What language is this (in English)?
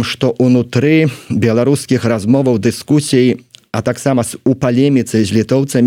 Belarusian